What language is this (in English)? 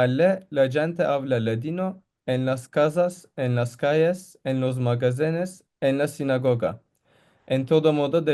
Ladino